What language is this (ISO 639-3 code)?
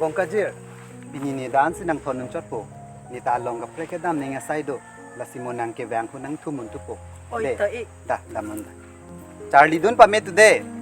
mjw